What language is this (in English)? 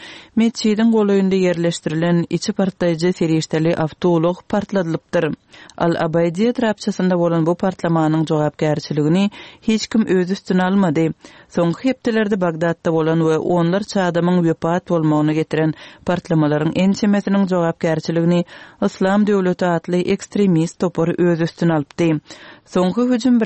Turkmen